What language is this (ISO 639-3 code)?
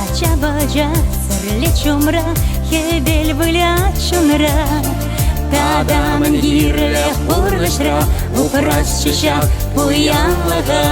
chv